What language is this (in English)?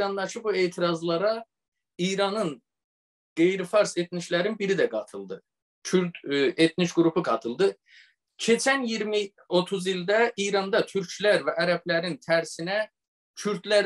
South Azerbaijani